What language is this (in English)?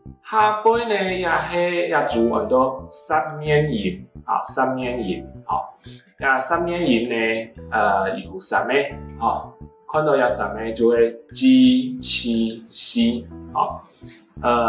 Hakka Chinese